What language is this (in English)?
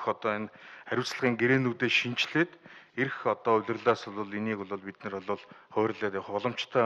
Mongolian